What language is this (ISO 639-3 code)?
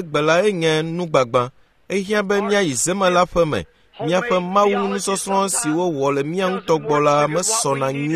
ewe